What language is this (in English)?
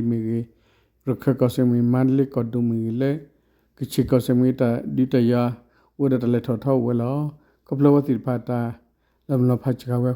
S'gaw Karen